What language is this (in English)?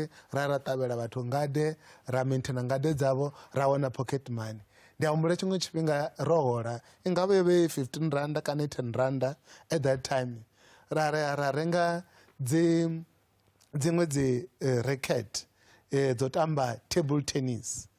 Venda